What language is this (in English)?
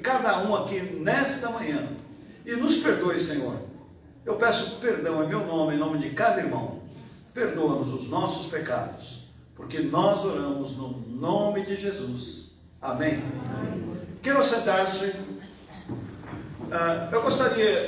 Portuguese